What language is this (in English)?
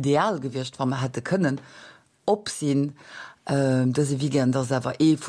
Luxembourgish